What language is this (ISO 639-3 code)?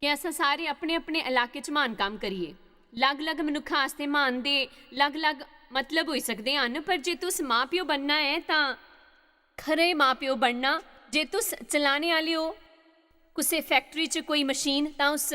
doi